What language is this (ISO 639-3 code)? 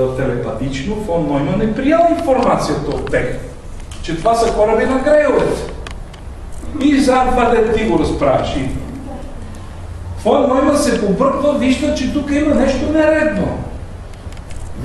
bul